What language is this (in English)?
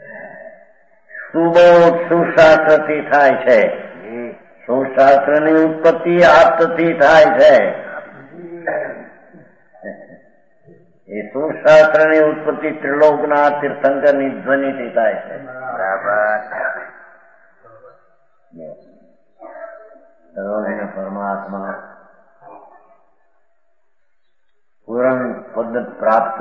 Gujarati